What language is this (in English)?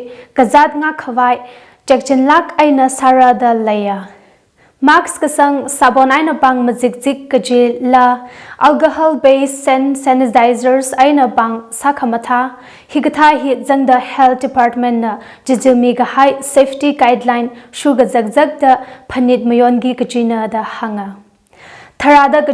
Tangkhul Naga (India)